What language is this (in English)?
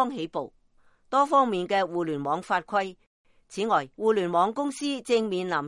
Cantonese